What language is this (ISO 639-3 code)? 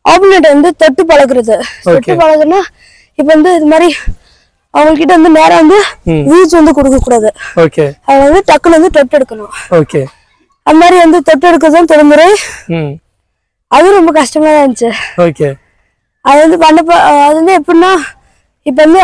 tam